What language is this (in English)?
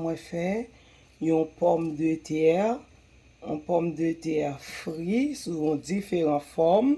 Haitian Creole